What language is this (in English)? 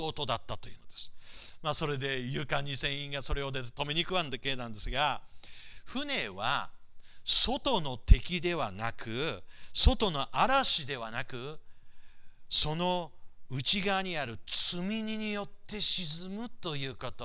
Japanese